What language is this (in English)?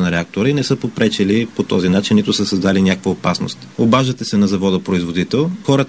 Bulgarian